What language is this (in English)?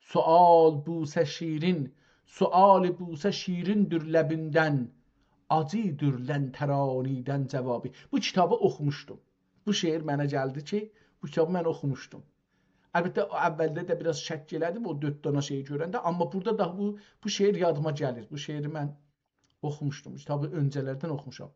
South Azerbaijani